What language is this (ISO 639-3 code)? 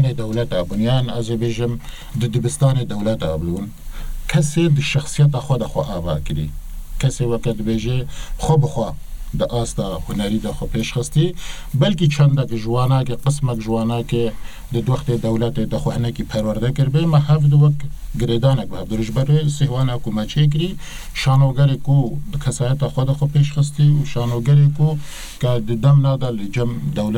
kur